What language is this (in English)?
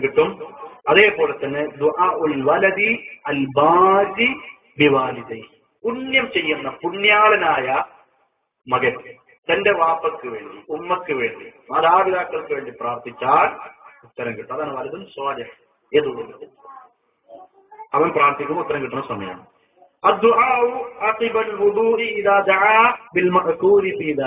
Malayalam